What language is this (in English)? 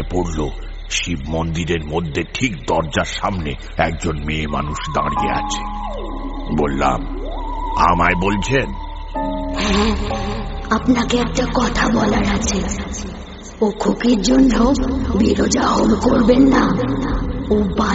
Bangla